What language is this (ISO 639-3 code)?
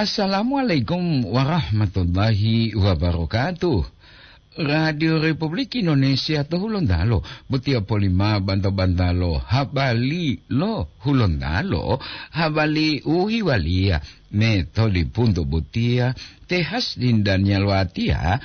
gor